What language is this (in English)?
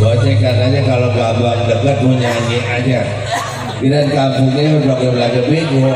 Betawi